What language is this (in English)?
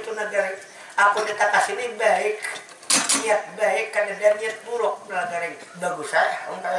Banjar